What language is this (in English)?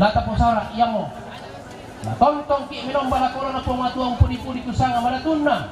Toraja-Sa'dan